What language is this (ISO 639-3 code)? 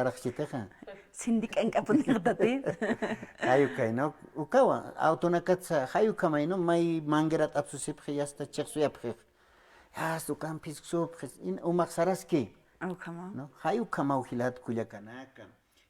aym